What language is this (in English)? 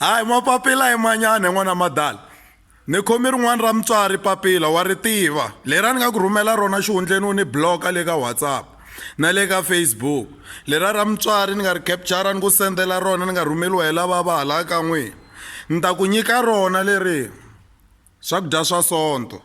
Tsonga